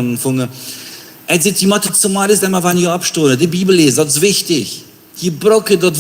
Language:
Plautdietsch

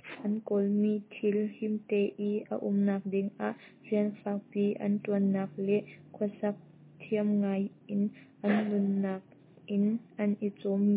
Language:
Hakha Chin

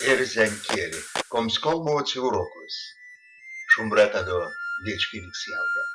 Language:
Erzya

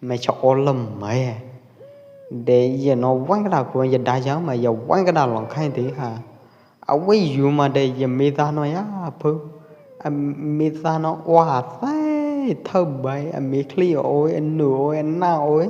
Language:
Pwo Eastern Karen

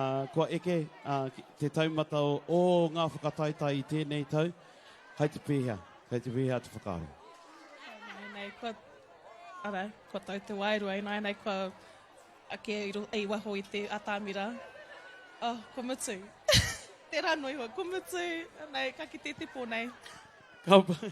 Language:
Māori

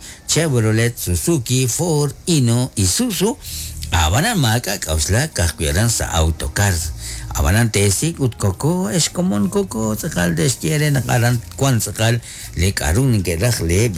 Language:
Kekchí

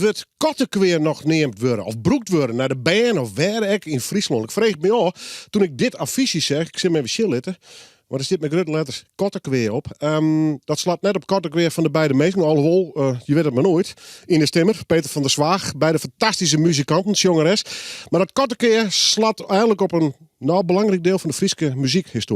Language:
Western Frisian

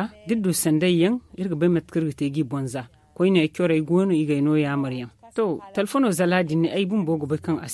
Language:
Zarma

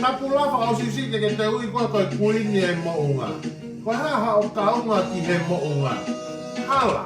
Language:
Tongan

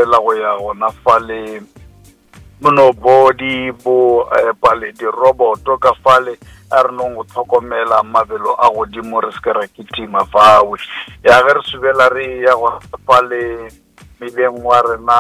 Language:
Northern Sotho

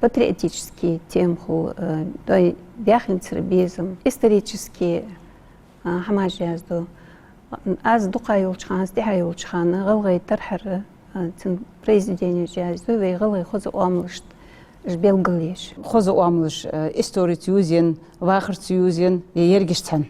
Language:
Ingush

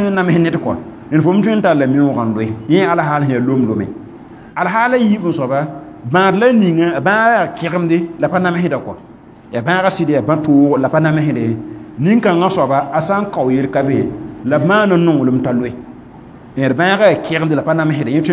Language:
Mossi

